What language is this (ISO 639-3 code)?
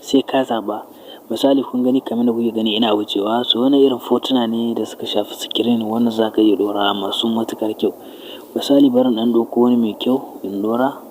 hau